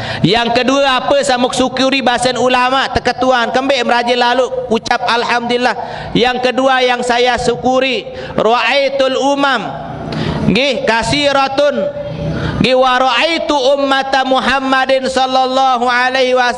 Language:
Sasak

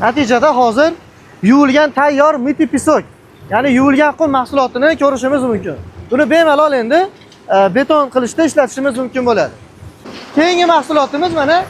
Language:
Uzbek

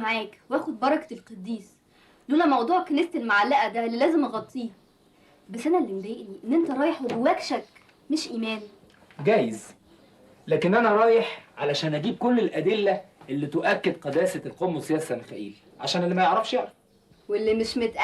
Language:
Egyptian Arabic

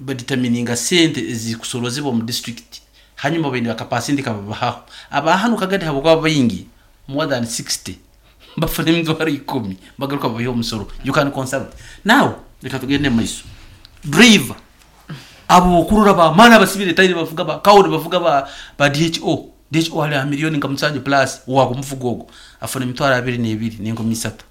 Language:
Nyankole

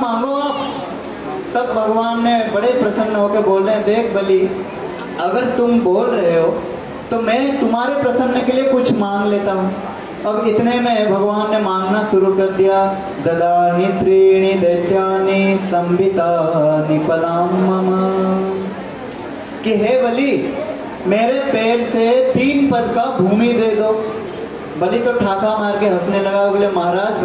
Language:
Hindi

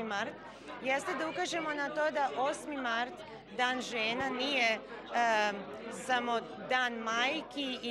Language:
Serbian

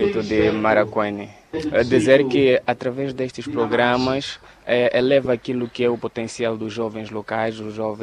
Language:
Portuguese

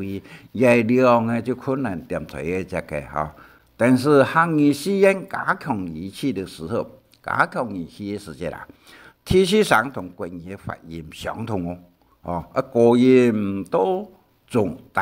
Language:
Hakka Chinese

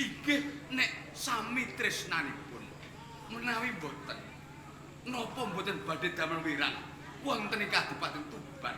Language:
Javanese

